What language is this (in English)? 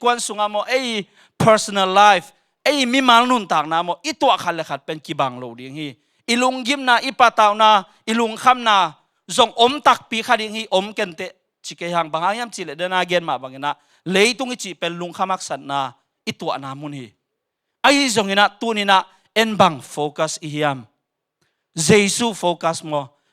Tedim Chin